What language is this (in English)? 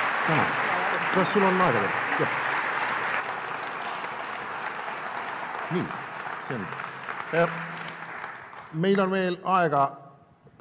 Estonian